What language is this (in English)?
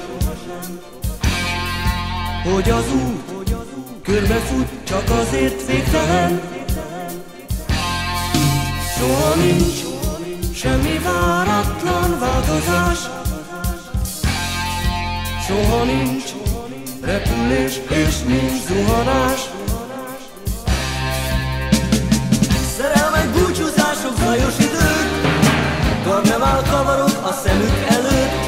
Hungarian